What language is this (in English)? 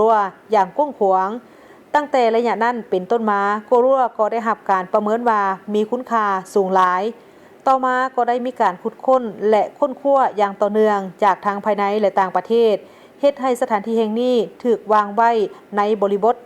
Lao